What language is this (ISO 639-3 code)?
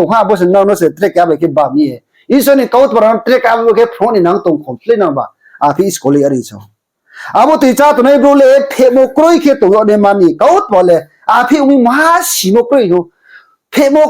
ria